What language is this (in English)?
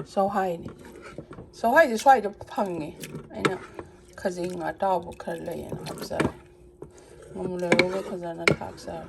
Manipuri